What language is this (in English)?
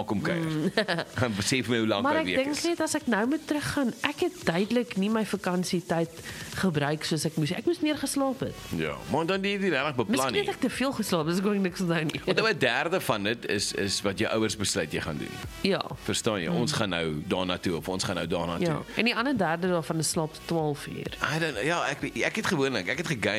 Afrikaans